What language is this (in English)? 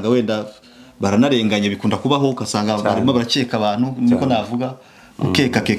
Kinyarwanda